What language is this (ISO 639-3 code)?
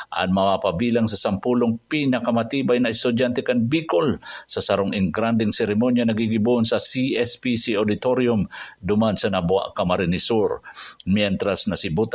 bik